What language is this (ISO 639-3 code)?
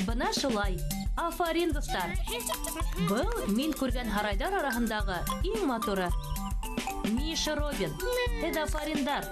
bak